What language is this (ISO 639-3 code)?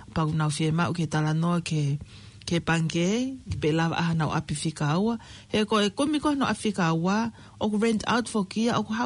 ton